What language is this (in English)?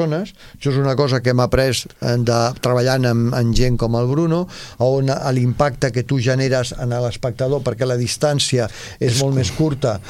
Catalan